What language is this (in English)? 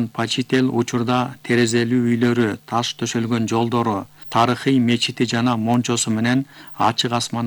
Kyrgyz